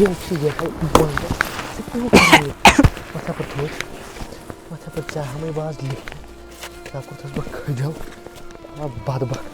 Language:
Kashmiri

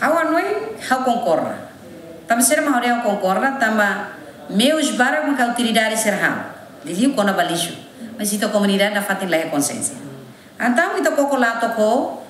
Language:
Tetum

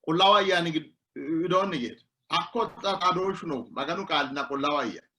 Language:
Sidamo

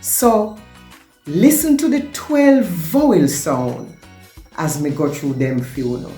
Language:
Jamaican Creole English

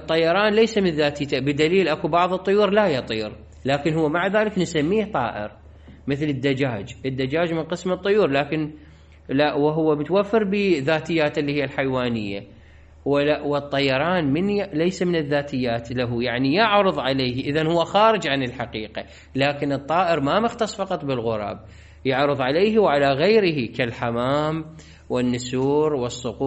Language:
Mesopotamian Arabic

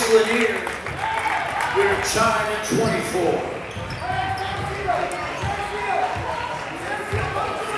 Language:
English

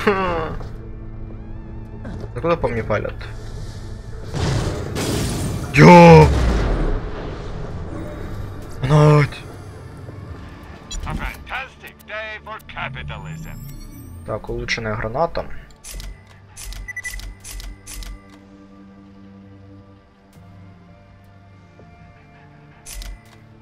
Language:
Russian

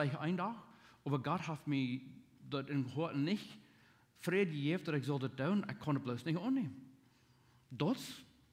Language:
Plautdietsch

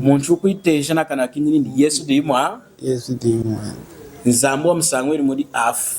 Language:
Lunda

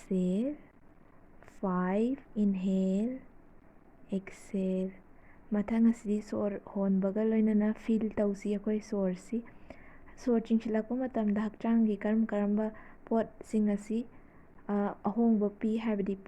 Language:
Manipuri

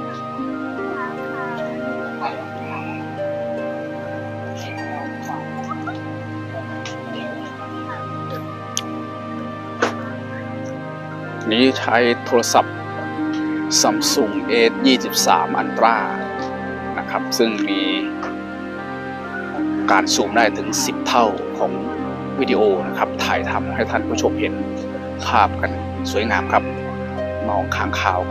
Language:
Thai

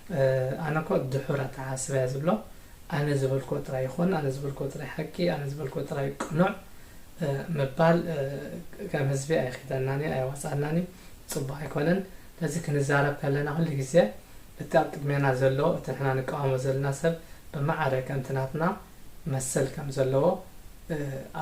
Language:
Tigrinya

